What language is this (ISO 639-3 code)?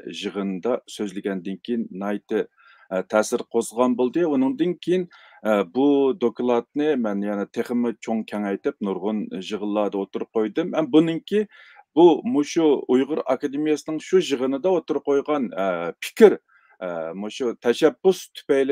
uig